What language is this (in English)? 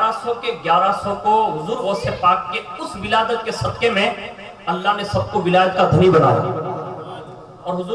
Urdu